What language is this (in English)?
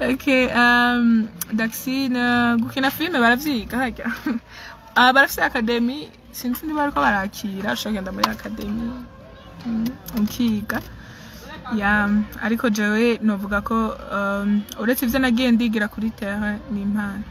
Rundi